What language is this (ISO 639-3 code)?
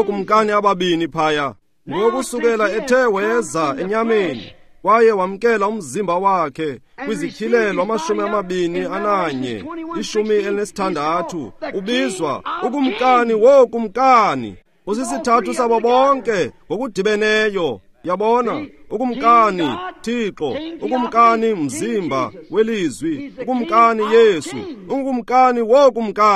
xho